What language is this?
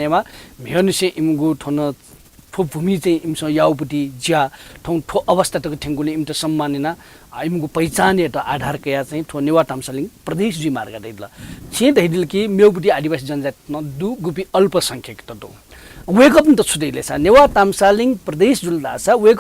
Newari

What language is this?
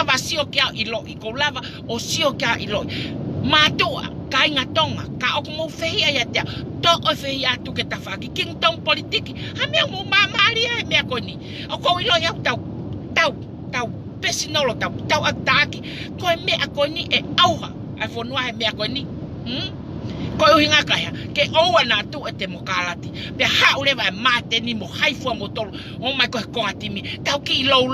Tongan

